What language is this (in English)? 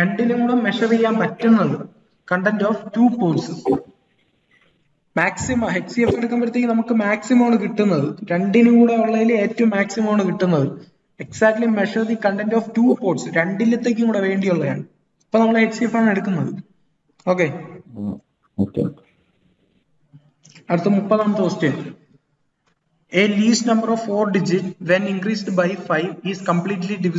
Malayalam